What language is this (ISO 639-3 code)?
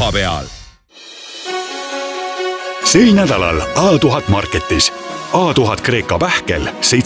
est